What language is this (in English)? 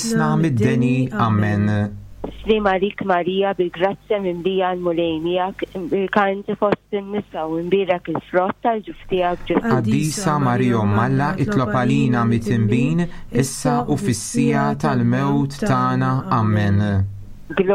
Maltese